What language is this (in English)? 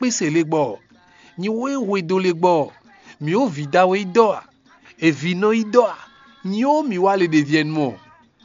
Fon